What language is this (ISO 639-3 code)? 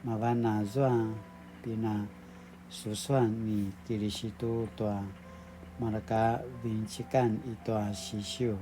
pwn